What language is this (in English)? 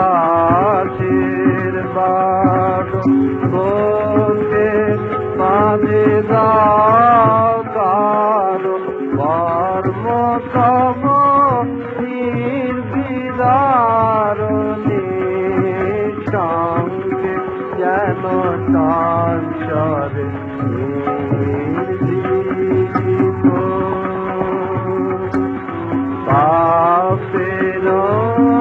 Bangla